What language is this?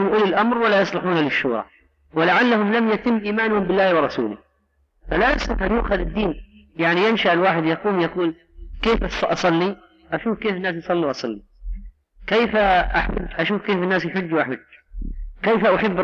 Arabic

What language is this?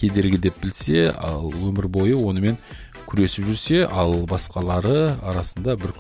Kazakh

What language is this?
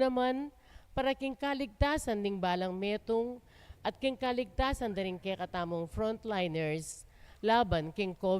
Pampanga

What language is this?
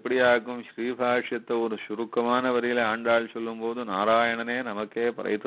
Tamil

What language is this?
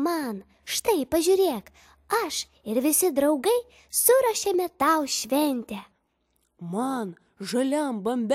Lithuanian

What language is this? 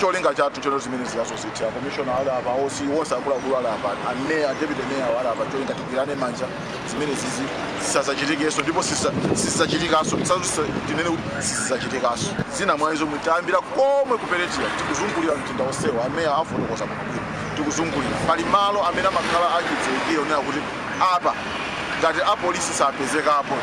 Nyanja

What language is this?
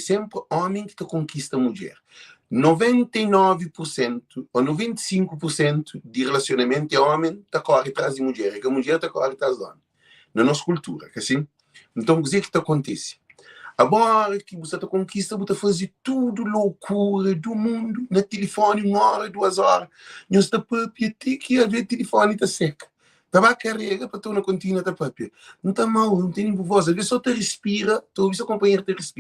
Kabuverdianu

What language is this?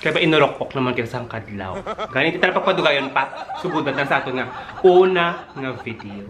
Hiligaynon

